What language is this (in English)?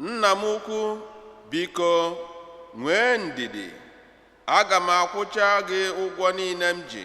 Igbo